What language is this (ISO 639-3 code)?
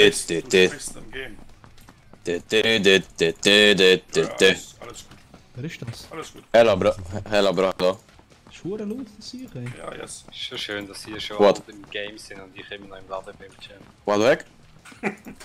gsw